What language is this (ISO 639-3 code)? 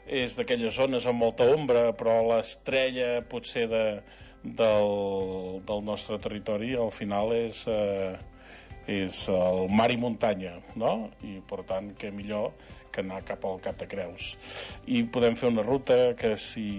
cat